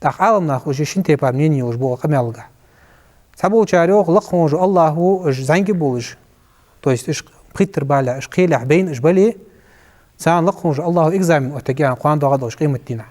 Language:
Ingush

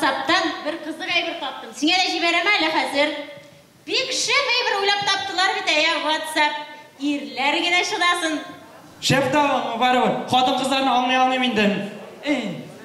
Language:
Bashkir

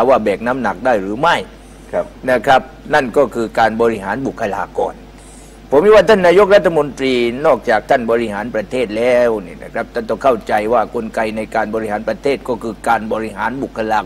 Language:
Thai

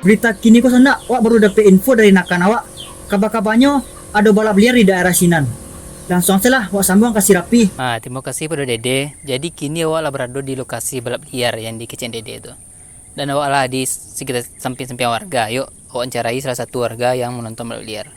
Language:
Minangkabau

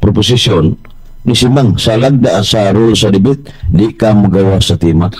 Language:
Cebuano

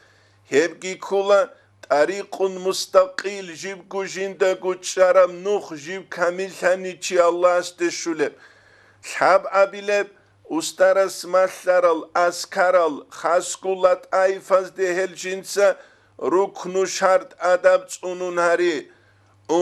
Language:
Avaric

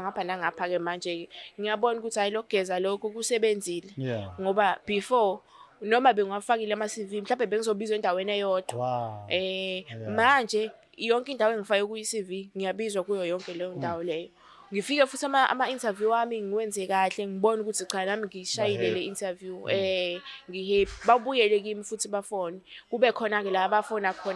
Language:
Zulu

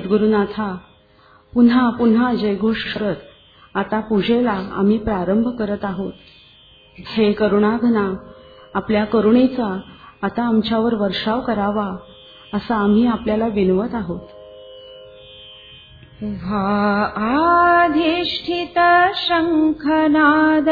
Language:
Marathi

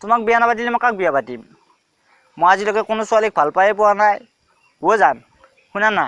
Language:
Assamese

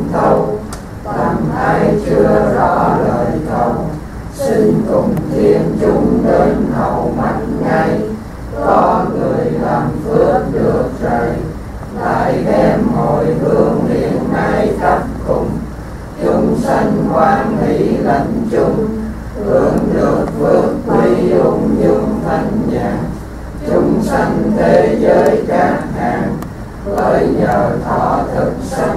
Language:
Vietnamese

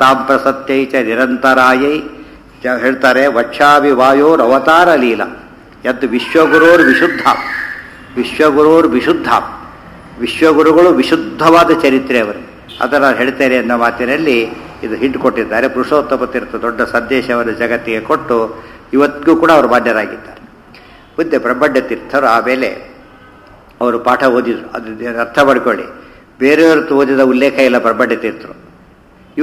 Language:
Kannada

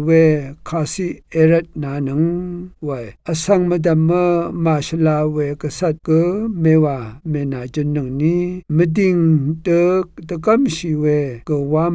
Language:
Rawang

